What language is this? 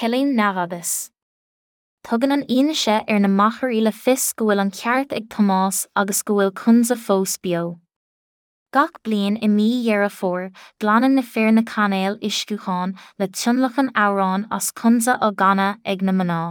Irish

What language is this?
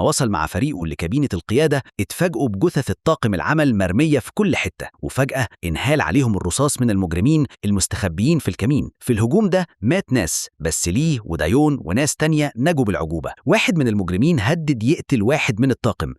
Egyptian Arabic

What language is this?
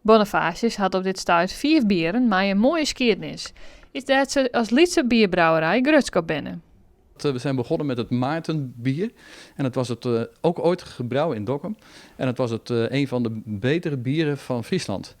Western Frisian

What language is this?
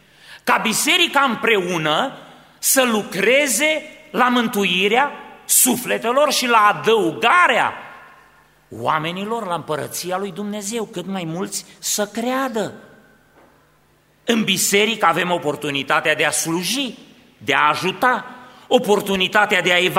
Romanian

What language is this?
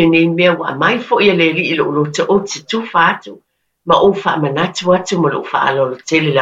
Samoan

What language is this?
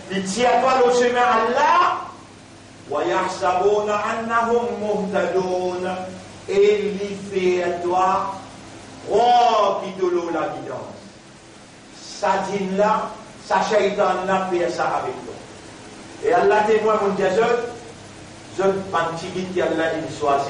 Morisyen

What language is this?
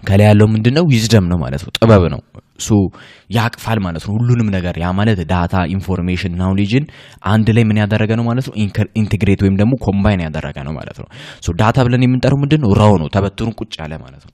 Amharic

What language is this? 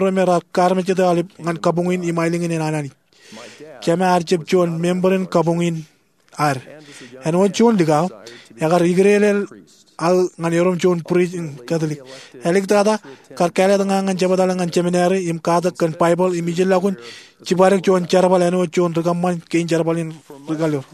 Marshallese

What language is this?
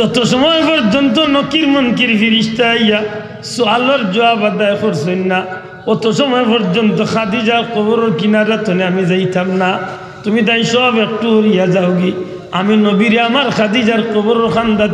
Sylheti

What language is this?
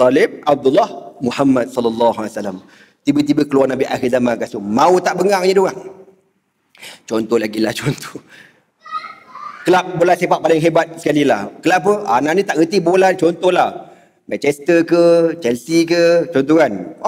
Malay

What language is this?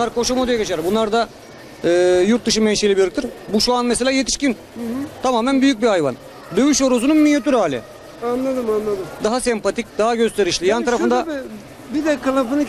Turkish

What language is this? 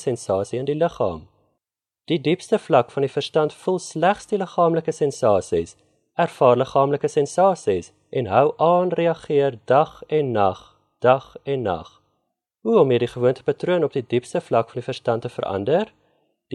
Afrikaans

